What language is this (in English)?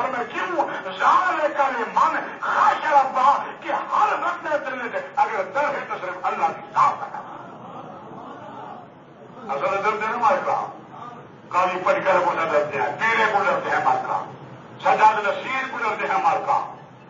Urdu